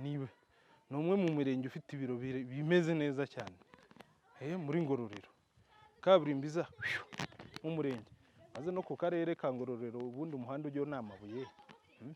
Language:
Kinyarwanda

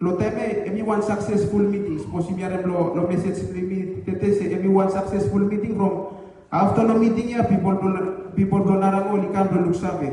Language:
Bislama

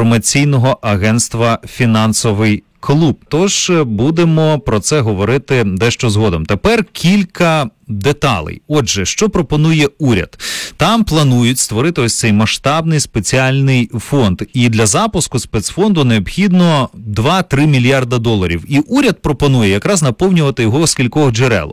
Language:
Ukrainian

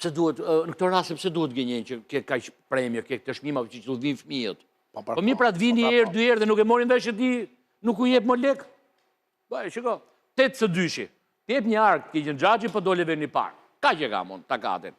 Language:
Albanian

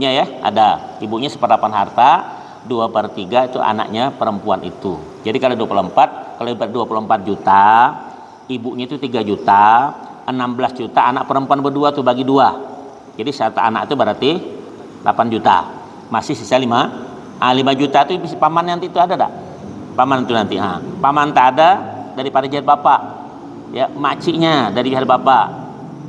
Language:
Banjar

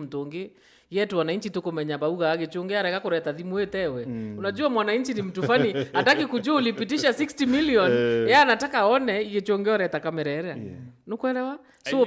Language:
Meru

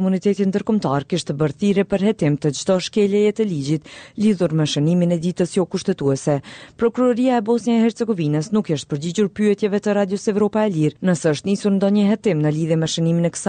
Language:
Albanian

